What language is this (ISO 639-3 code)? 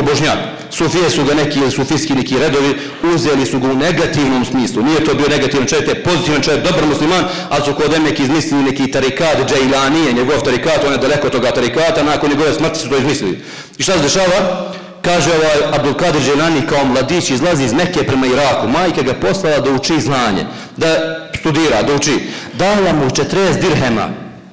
bos